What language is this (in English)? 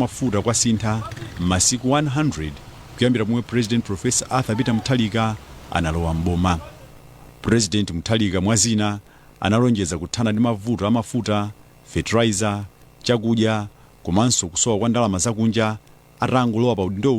Nyanja